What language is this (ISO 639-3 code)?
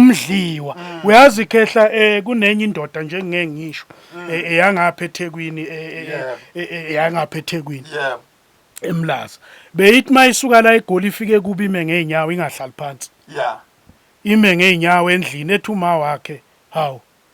zul